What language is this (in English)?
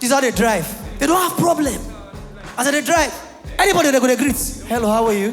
Nigerian Pidgin